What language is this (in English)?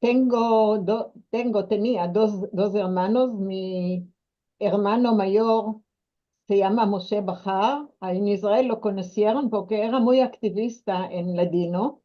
Ladino